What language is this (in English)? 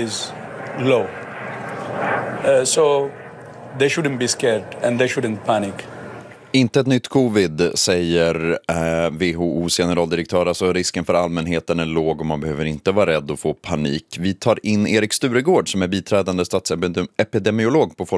Swedish